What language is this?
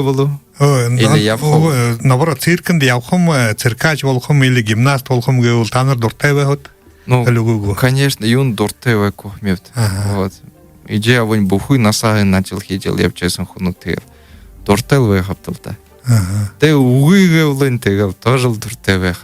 Buriat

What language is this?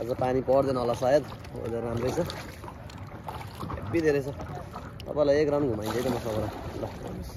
Nepali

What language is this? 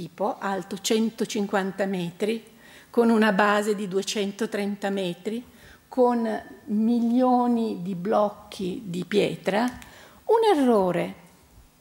Italian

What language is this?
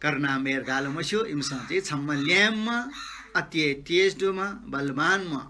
Newari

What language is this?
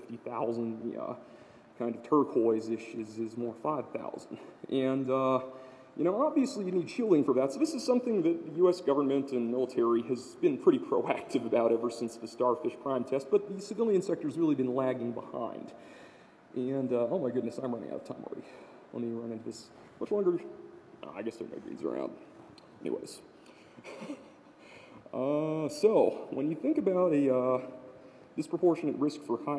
English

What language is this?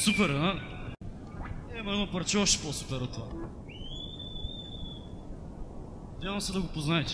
Bulgarian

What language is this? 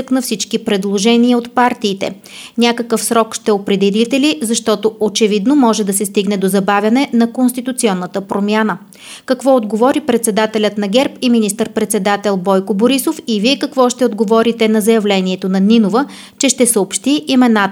Bulgarian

